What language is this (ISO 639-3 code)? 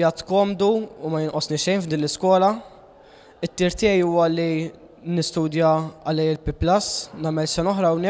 mlt